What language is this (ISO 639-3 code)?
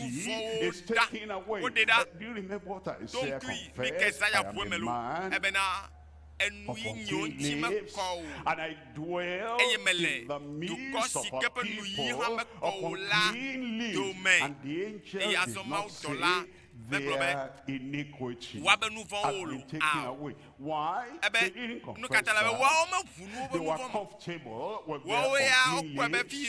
ewe